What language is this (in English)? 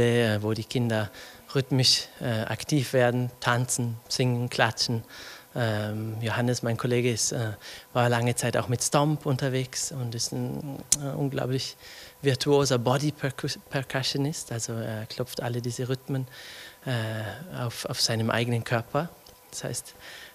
German